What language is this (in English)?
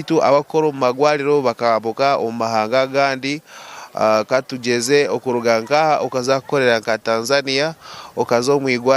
Nyankole